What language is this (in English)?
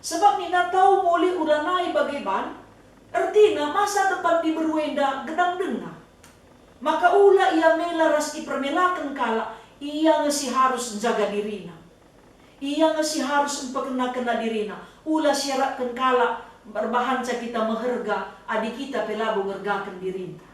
Batak Karo